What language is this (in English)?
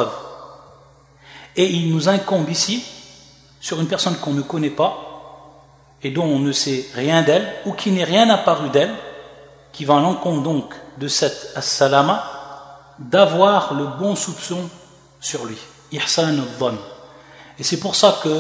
French